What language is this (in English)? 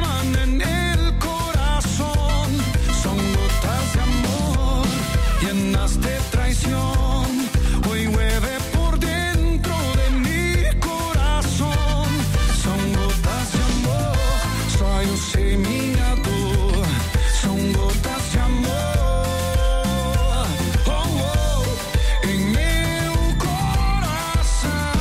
Portuguese